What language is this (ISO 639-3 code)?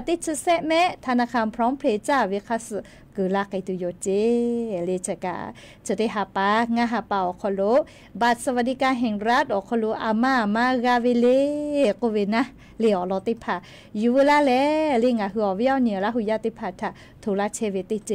lhu